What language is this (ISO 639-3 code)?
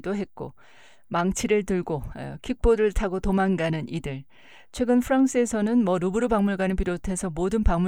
kor